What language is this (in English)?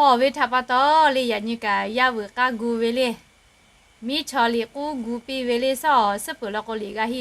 Lahu